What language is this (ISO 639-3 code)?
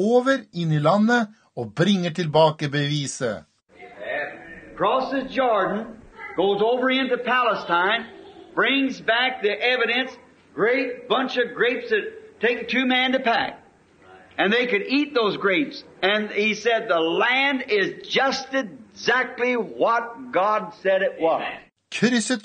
nor